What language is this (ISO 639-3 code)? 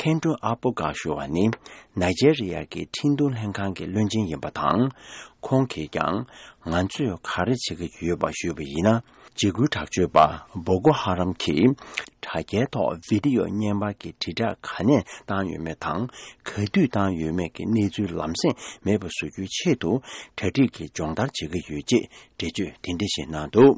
bod